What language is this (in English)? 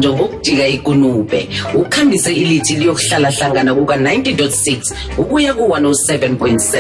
South Ndebele